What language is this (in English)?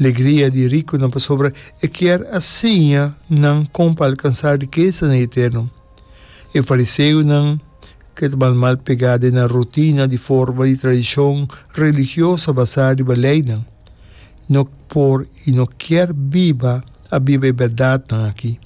Papiamento